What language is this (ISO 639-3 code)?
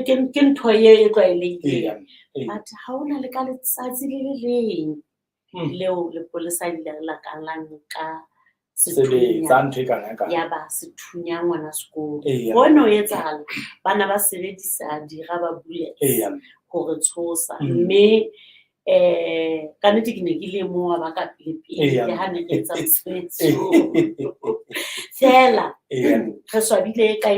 sot